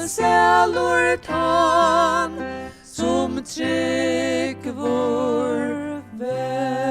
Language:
Faroese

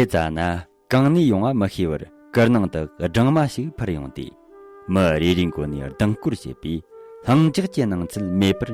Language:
Tibetan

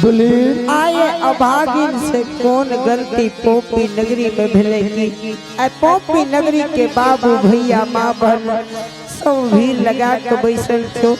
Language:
Angika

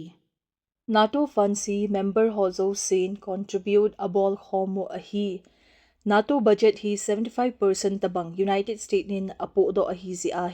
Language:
Thado Chin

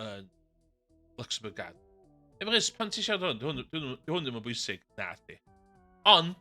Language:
Welsh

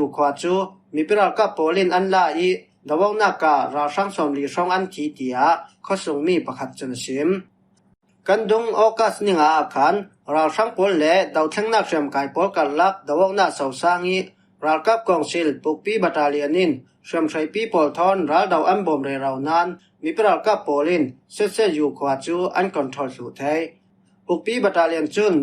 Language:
Falam Chin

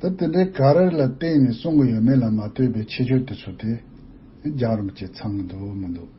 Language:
Tibetan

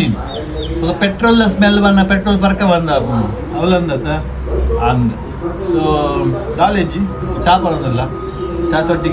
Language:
Tulu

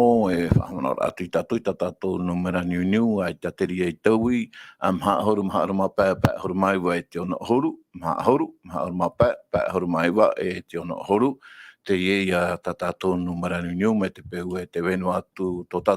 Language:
Tahitian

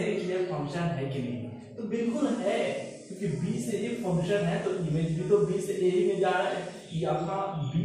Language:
Hindi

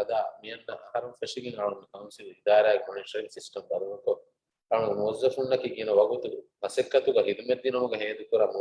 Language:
Divehi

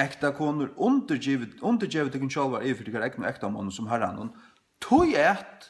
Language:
Faroese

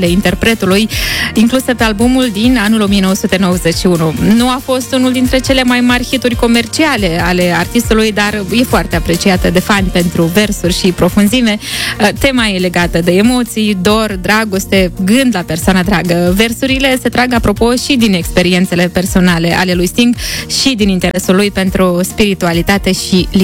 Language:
Romanian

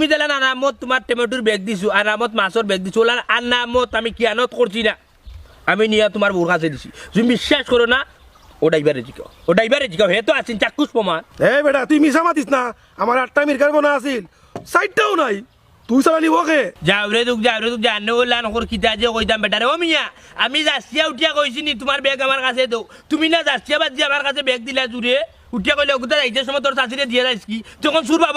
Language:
Sylheti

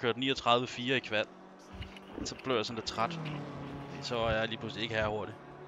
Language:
Danish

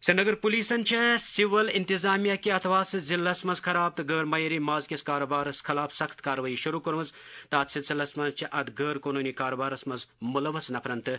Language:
Kashmiri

